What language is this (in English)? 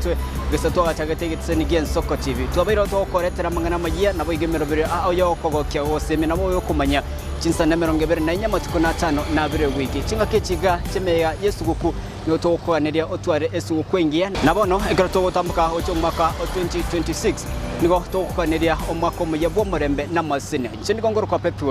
Gusii